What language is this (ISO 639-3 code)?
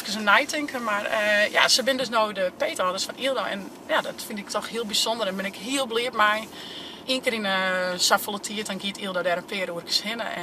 fry